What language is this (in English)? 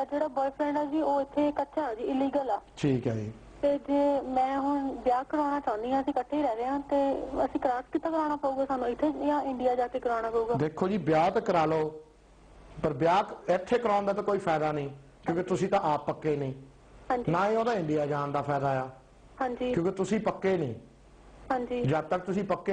Punjabi